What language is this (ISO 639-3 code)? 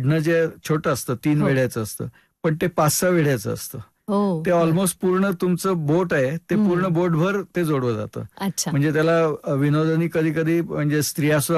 mar